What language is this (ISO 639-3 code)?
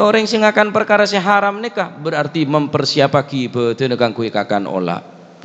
mad